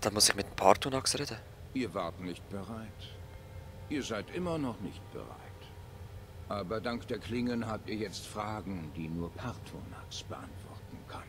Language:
Swiss German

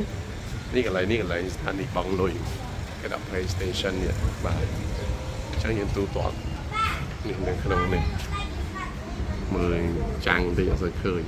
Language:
Khmer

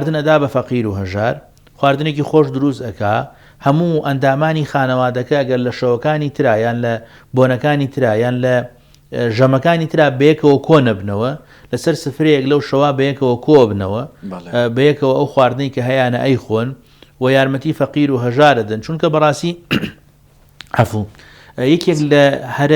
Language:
Central Kurdish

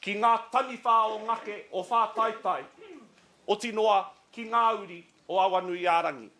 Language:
Māori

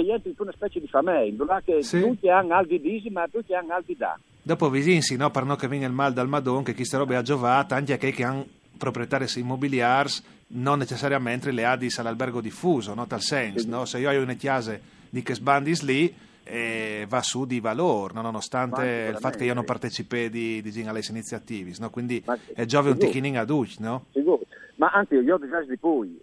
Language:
Friulian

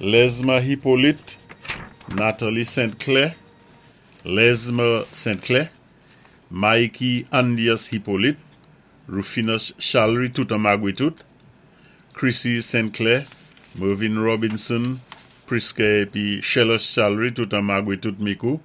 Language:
Saint Lucian Creole French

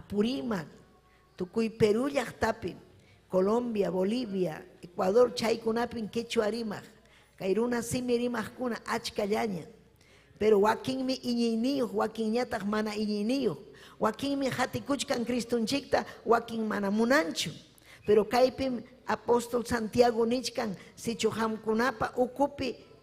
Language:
Ayacucho Quechua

